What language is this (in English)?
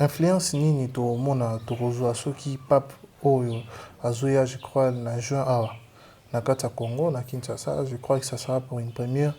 Lingala